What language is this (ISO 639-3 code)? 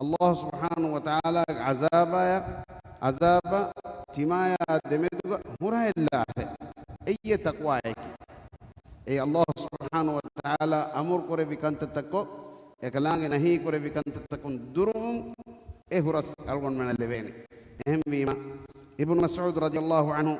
div